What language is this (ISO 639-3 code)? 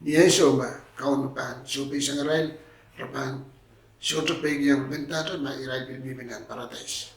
pon